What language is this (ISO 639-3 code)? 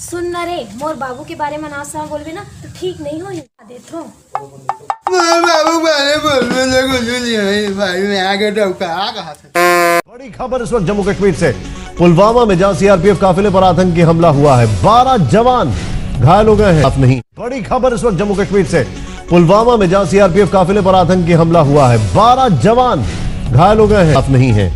hne